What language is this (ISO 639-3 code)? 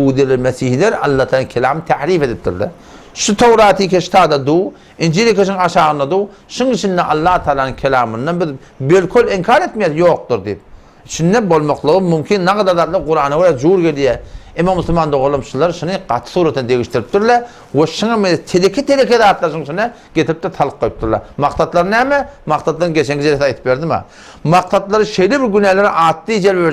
tuk